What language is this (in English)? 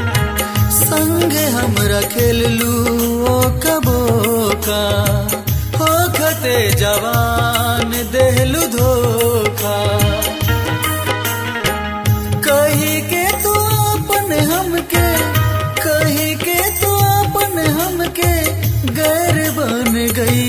Bhojpuri